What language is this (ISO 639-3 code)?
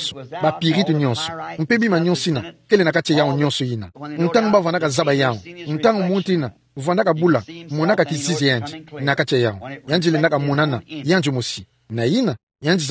ktu